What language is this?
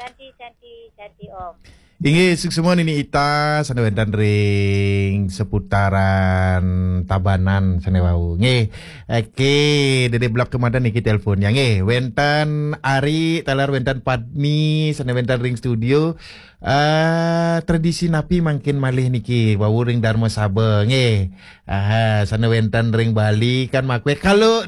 Balinese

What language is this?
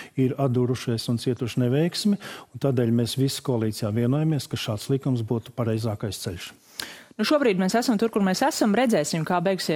Latvian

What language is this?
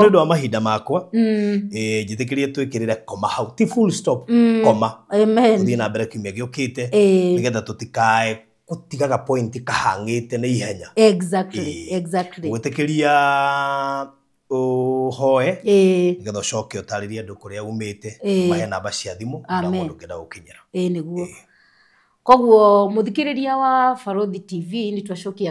Kikuyu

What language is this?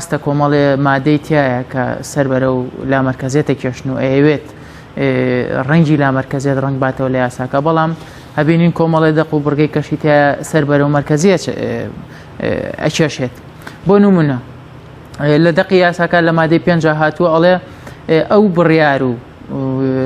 Central Kurdish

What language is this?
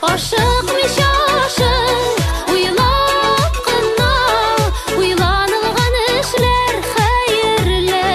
Tatar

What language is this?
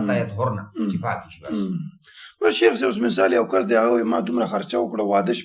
Pashto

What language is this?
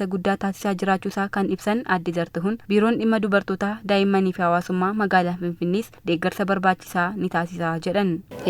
Oromo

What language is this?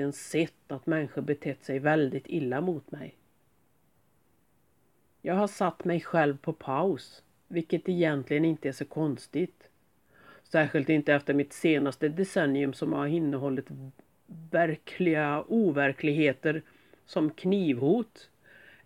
Swedish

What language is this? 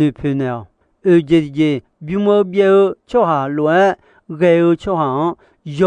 Akha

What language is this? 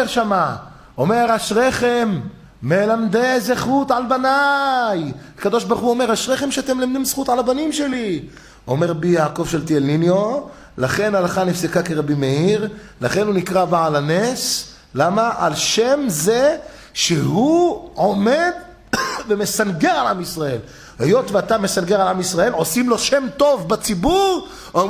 Hebrew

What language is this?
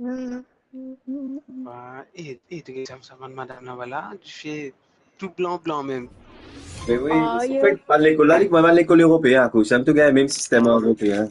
Morisyen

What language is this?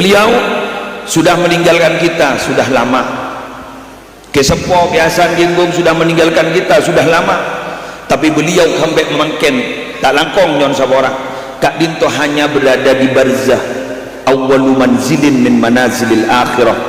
Madurese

